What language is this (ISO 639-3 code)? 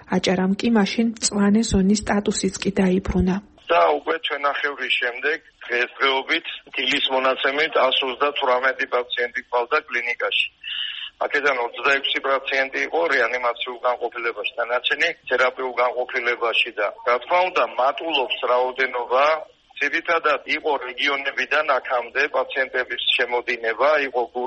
kat